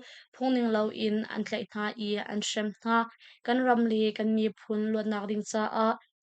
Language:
Hakha Chin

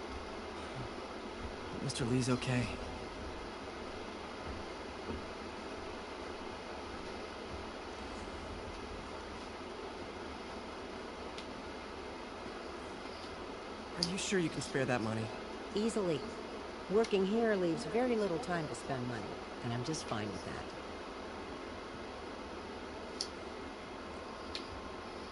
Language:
English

